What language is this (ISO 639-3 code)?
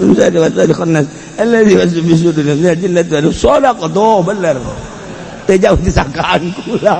sun